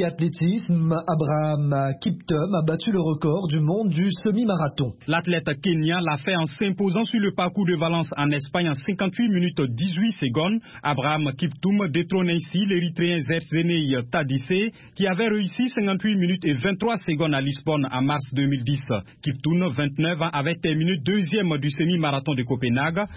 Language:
French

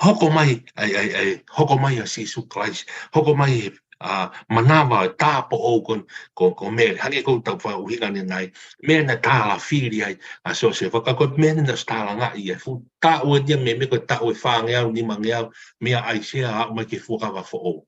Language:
Tongan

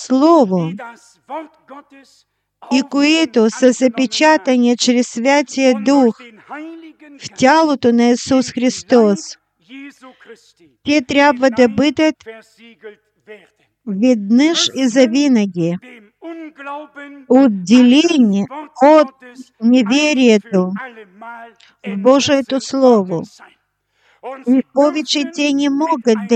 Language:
Bulgarian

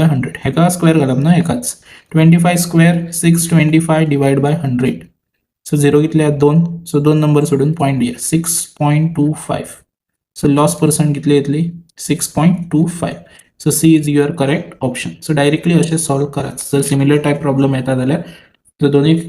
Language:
Konkani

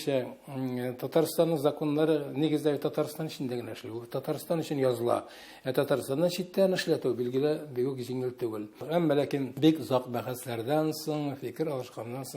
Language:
Tatar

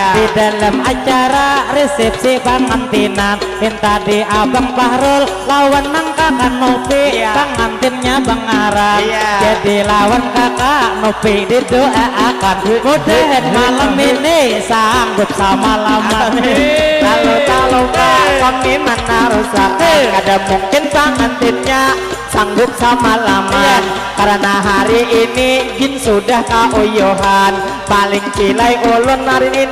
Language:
Banjar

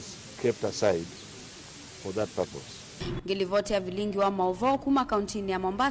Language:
Kamba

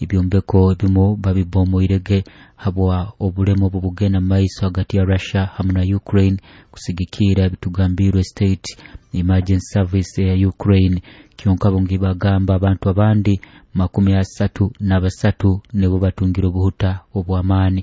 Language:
Nyoro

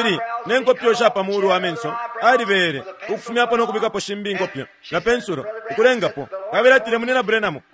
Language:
Bemba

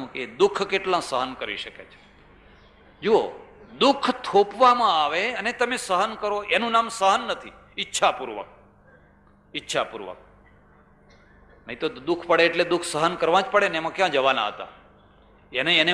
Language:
Gujarati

